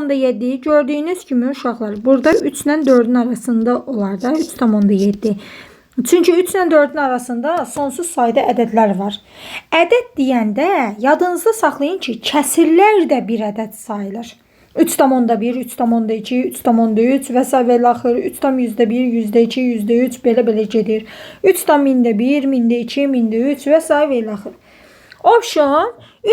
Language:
Azerbaijani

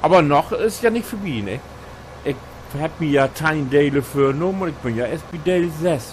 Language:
Low German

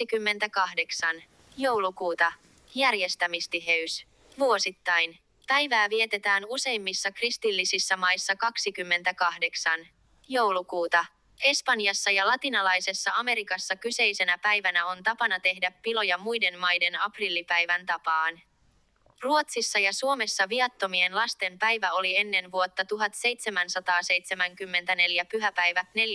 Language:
Finnish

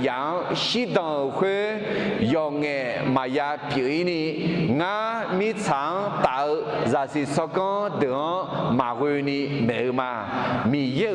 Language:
Akha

